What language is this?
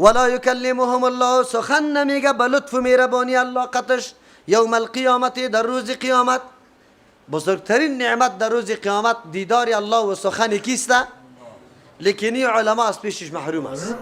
Persian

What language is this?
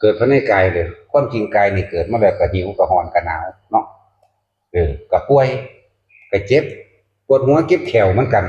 Northeastern Thai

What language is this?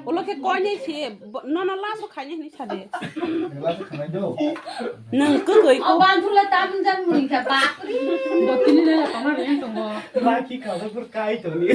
Kok Borok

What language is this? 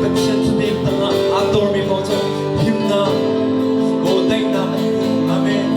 Hakha Chin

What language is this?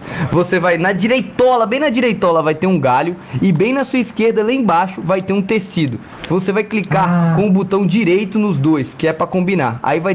Portuguese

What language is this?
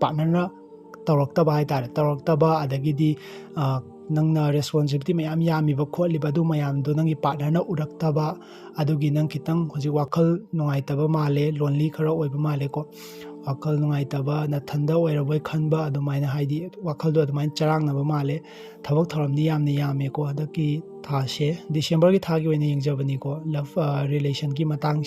Manipuri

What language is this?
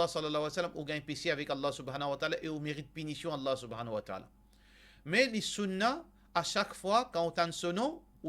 Morisyen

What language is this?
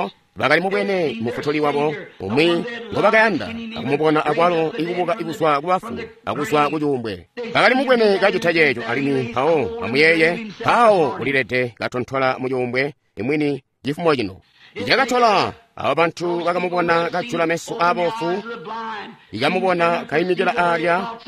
Tonga (Zambia)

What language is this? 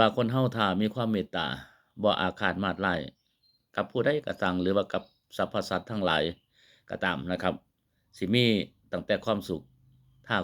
Northeastern Thai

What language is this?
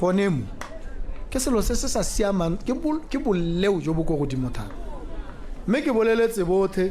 Tswana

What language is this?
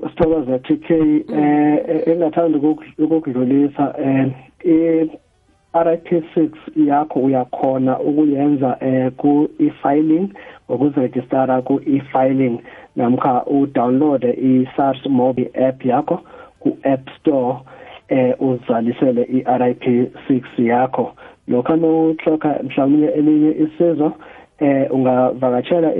South Ndebele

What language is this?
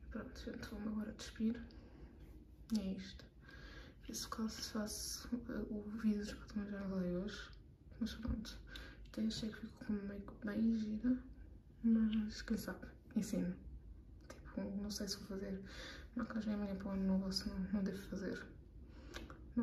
Portuguese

